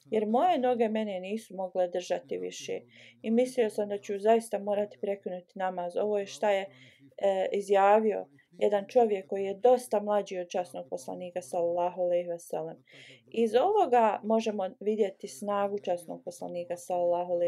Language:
Bosnian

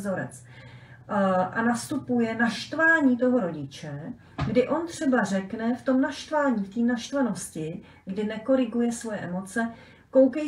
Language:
Czech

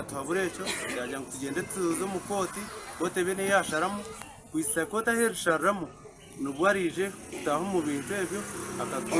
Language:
Nyankole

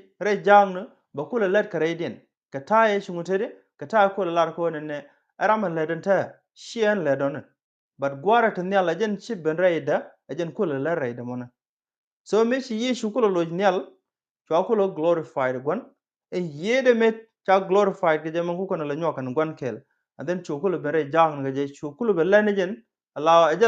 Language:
Nuer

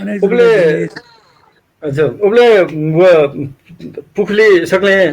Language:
Newari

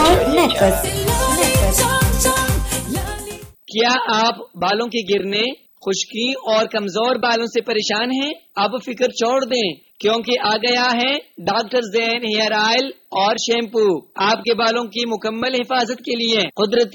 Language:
Urdu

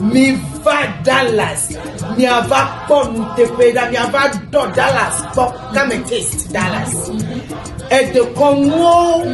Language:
Ewe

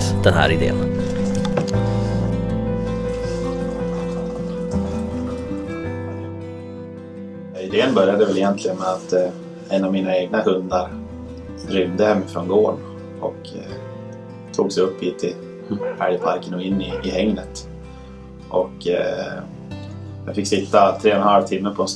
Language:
Swedish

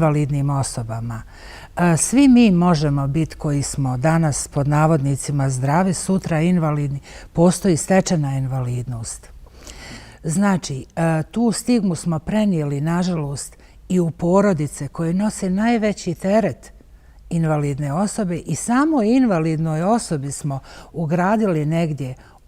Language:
Bosnian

